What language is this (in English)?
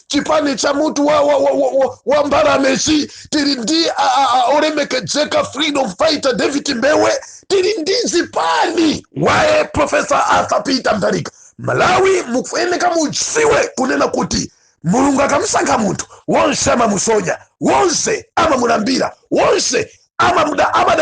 Nyanja